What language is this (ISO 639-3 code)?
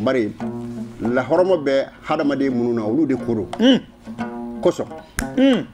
bam